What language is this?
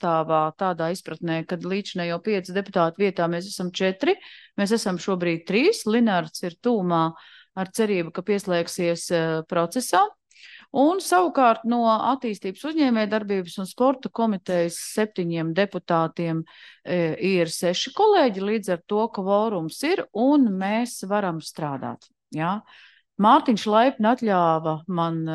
Latvian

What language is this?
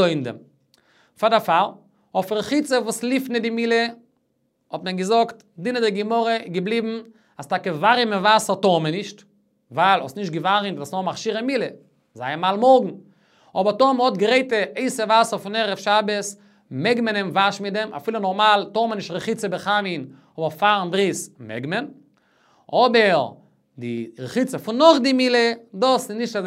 Yiddish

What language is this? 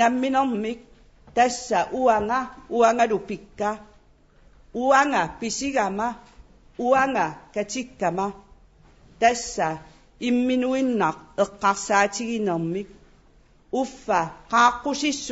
Kalaallisut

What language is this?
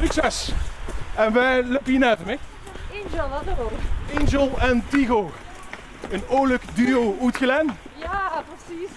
Limburgish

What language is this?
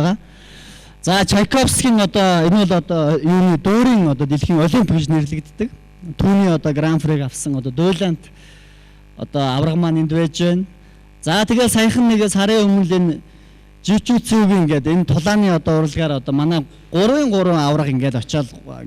Mongolian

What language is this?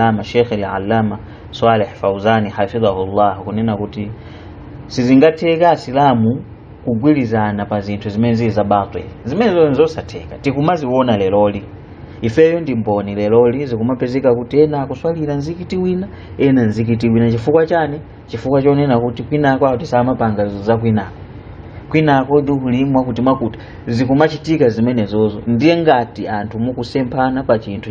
Nyanja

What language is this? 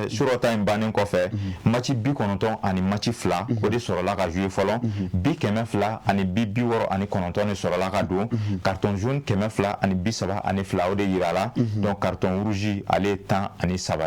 Bambara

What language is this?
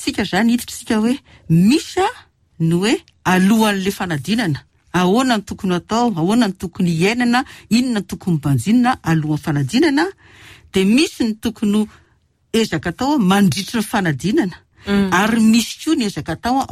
Malagasy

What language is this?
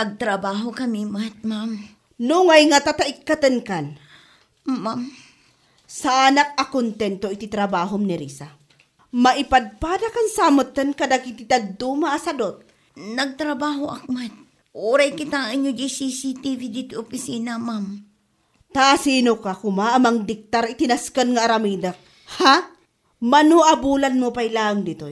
Iloko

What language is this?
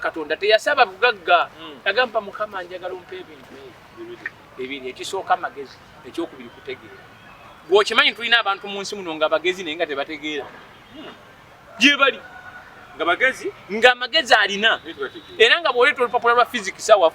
Ganda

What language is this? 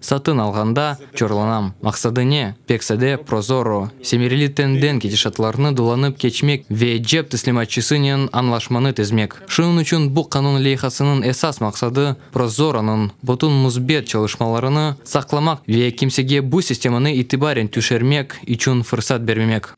Crimean Tatar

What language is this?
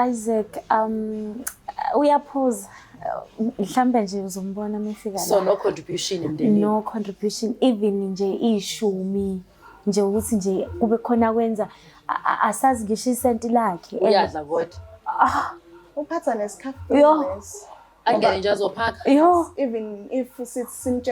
Zulu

